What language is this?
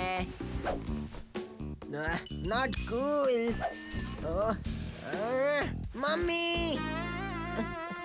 Hindi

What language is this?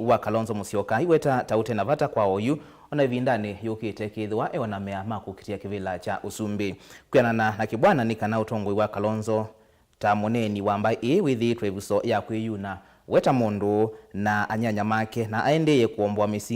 Kamba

